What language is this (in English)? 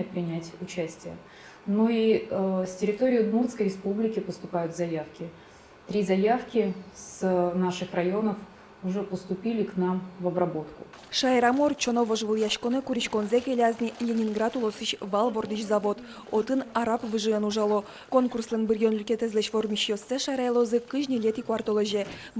Udmurt